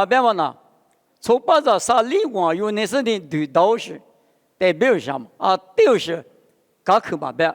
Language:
Lisu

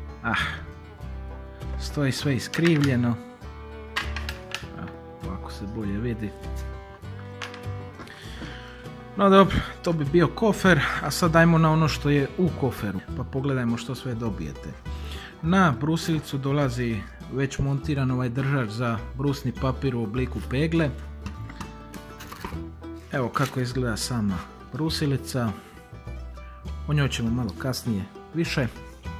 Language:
Croatian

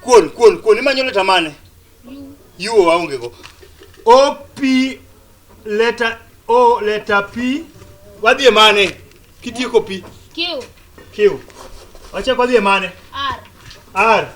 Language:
Luo (Kenya and Tanzania)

